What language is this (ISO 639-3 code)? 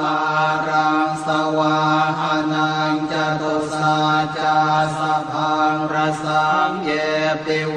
pli